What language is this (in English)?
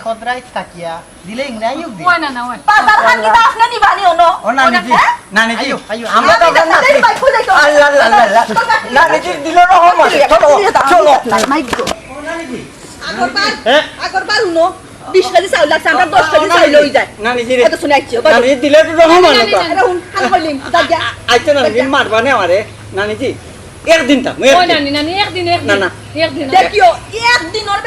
Sylheti